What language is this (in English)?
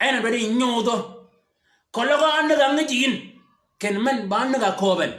Shilluk